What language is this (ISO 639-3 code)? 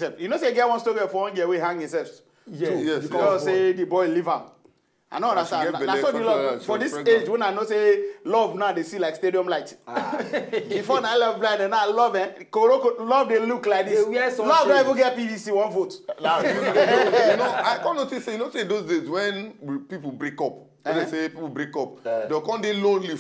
pcm